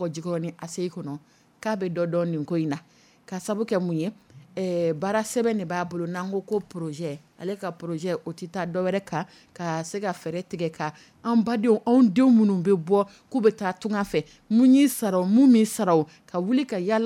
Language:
Dyula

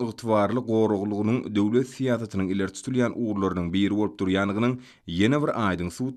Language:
Turkmen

